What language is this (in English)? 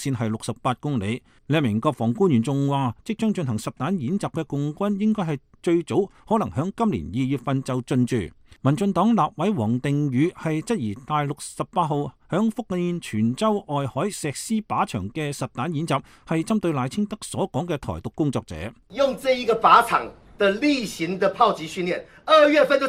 Cantonese